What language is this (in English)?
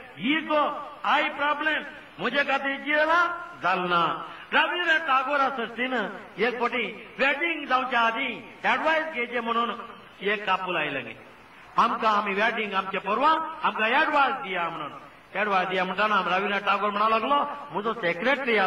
Konkani